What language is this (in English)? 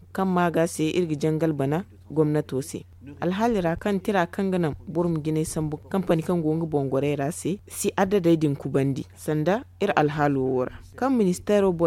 Zarma